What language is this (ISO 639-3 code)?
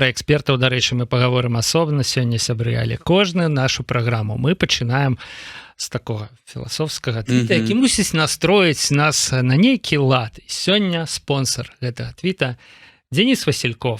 bel